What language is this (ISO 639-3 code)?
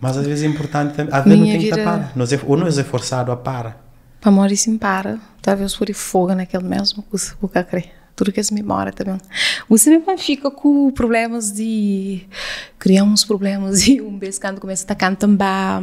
kea